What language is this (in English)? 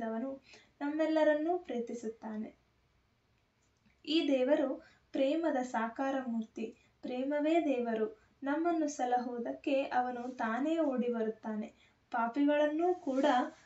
Kannada